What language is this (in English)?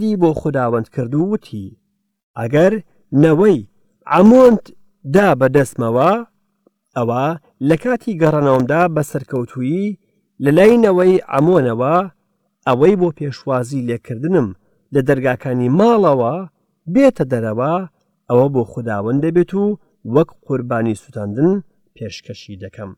Central Kurdish